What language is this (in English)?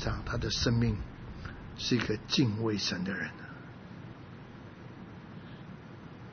Chinese